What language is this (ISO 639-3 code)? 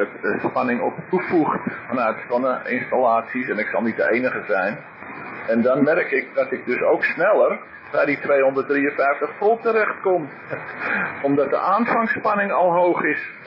nld